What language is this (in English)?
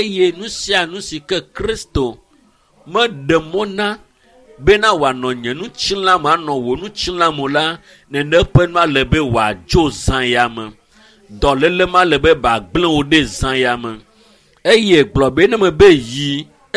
Ewe